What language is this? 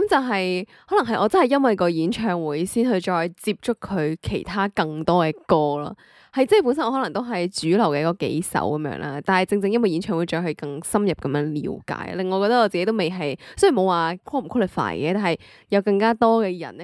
Cantonese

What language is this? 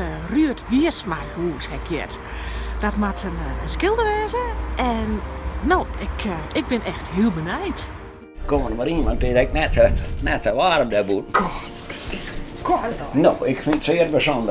Western Frisian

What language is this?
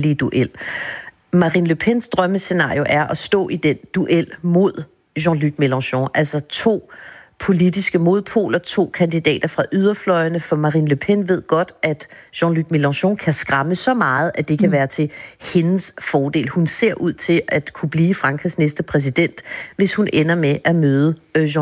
Danish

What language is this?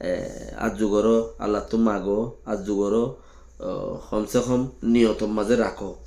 Rohingya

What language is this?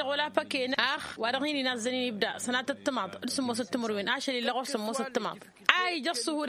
Tamasheq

